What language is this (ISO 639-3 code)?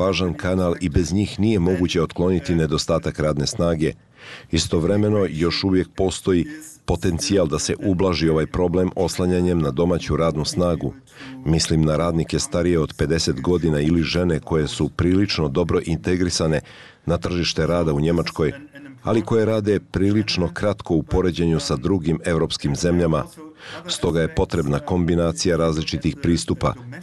bos